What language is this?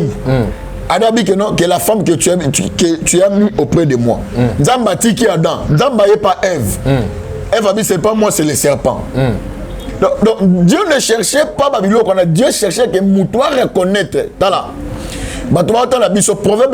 Lingala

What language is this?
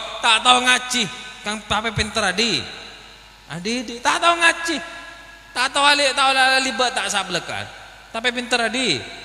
Madurese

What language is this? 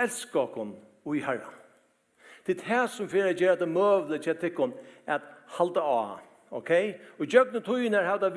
Faroese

